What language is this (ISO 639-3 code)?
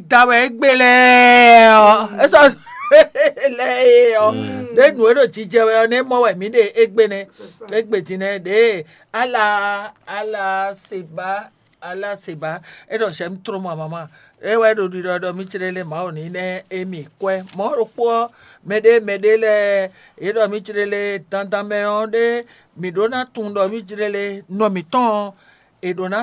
fon